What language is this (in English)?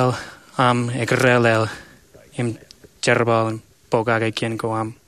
Marshallese